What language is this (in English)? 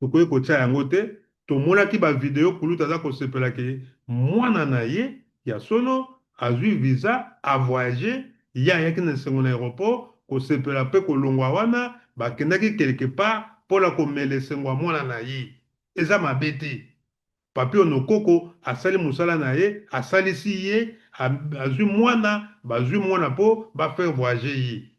Lingala